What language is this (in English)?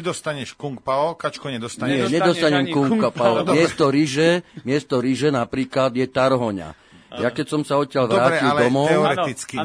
Slovak